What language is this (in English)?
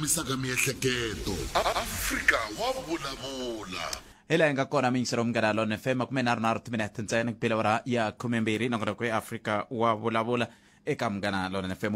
Tsonga